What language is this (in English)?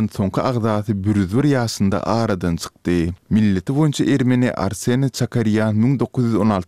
Turkmen